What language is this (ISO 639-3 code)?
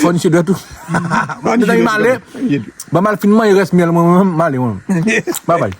hat